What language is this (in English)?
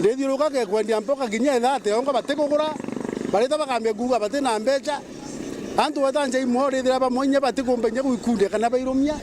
Meru